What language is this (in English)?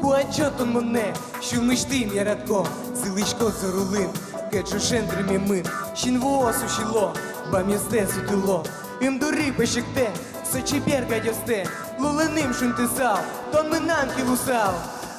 Udmurt